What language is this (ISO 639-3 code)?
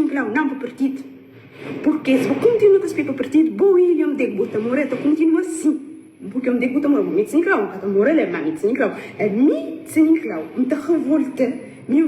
kea